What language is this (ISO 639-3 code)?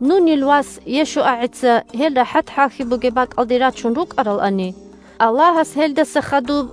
ava